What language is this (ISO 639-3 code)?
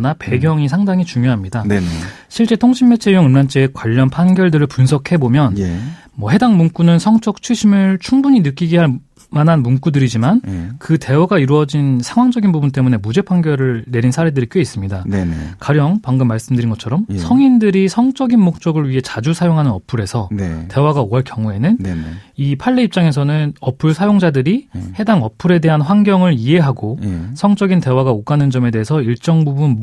kor